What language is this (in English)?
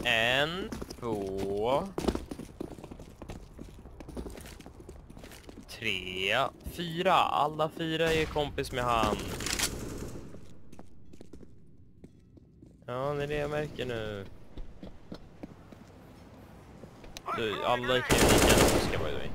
Swedish